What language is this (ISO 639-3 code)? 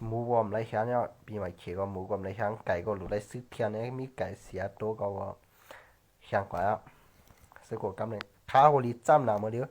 shn